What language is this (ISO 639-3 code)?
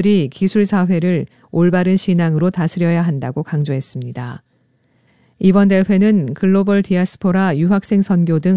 kor